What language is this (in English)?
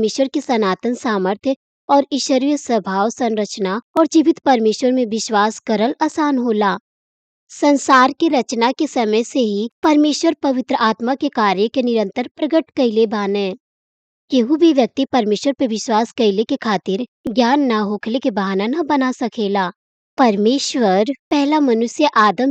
Bhojpuri